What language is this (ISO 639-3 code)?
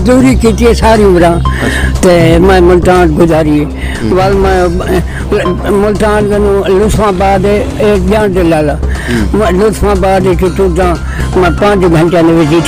skr